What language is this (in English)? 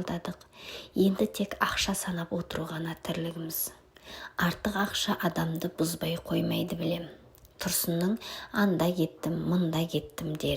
Kazakh